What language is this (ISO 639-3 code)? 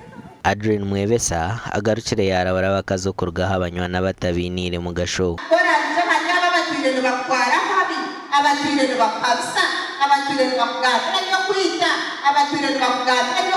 nyn